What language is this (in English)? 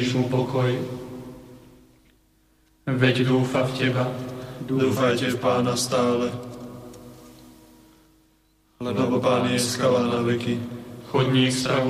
Slovak